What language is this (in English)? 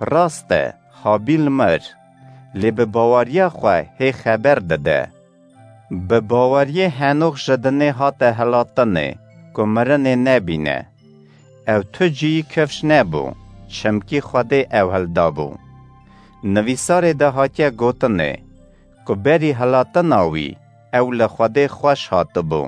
Kurdish